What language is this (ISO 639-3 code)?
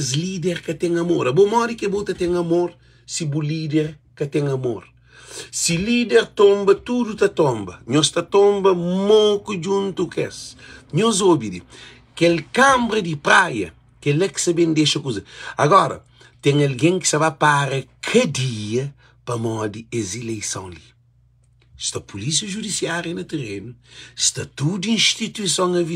kea